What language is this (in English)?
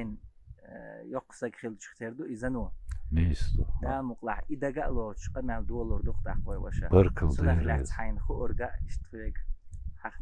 Chechen